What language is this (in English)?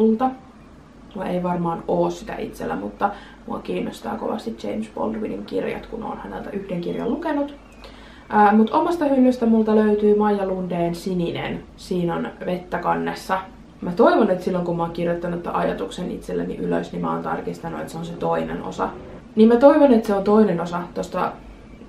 Finnish